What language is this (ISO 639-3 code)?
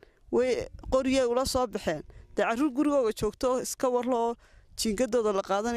som